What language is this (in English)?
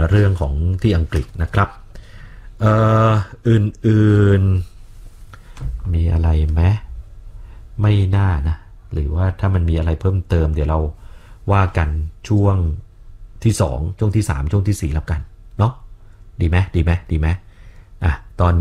Thai